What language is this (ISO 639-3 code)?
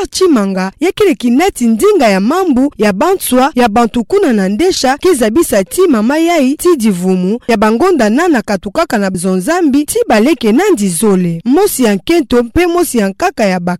ktu